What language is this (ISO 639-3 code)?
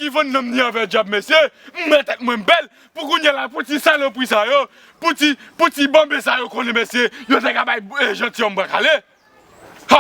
hat